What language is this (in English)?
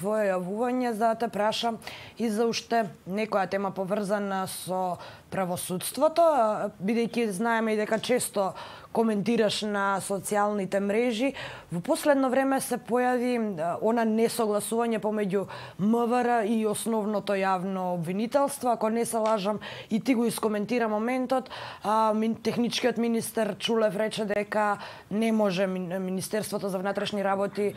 Macedonian